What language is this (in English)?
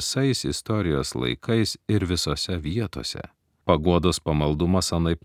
Lithuanian